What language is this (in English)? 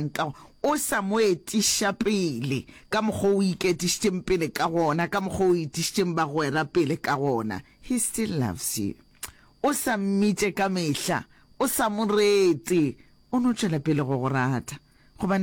Northern Sotho